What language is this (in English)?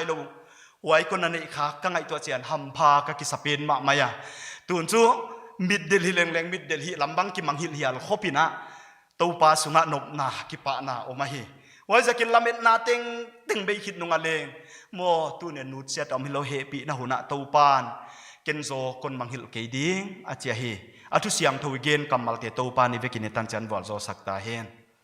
Paite Chin